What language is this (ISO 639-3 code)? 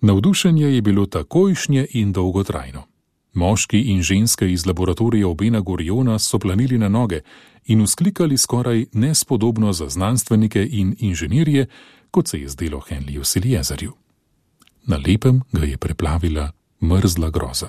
slv